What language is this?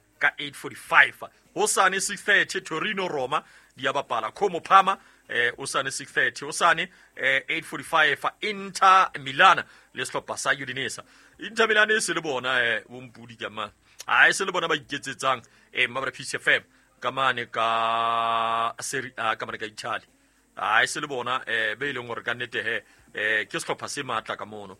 Southern Sotho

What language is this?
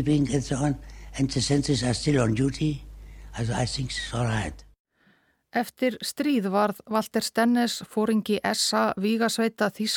Icelandic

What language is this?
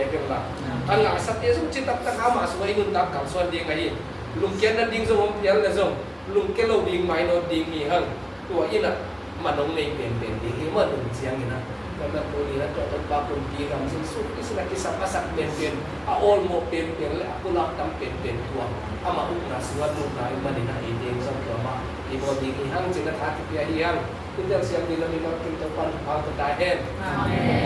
Tedim Chin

